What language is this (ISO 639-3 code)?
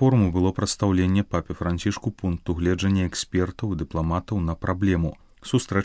bel